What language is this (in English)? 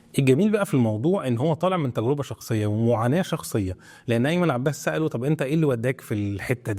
Egyptian Arabic